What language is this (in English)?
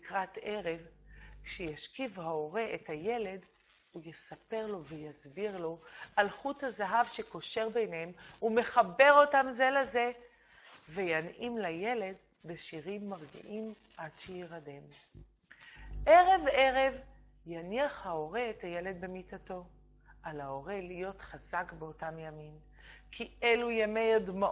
Hebrew